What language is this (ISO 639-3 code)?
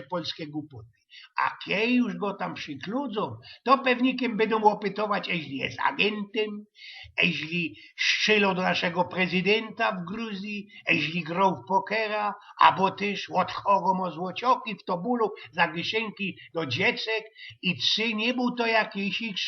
szl